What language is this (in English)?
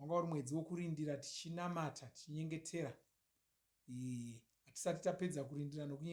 Shona